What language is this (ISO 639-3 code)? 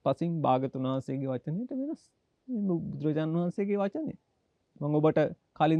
sin